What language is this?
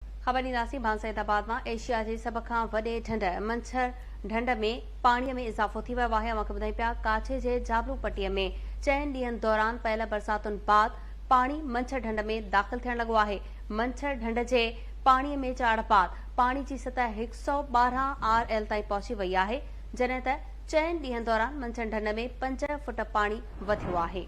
Sindhi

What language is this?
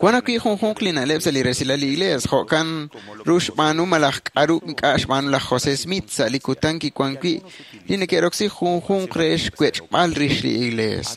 Kekchí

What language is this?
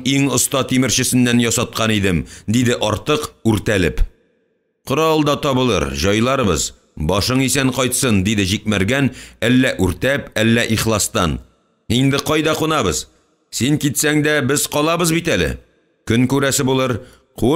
Tatar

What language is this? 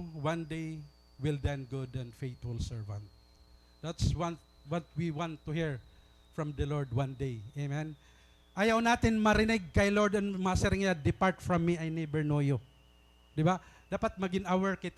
Waray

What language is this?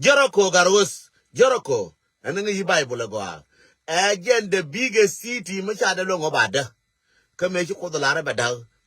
Nuer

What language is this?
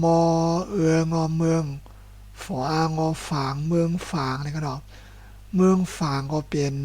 Shan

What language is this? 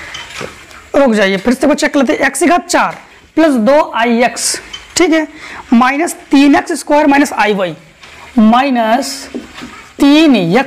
Hindi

